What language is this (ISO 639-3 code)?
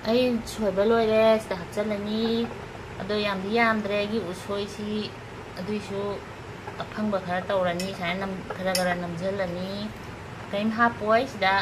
mni